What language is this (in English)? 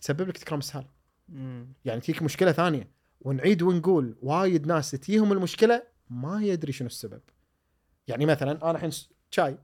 Gulf Arabic